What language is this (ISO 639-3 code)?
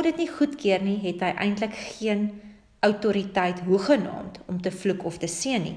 afr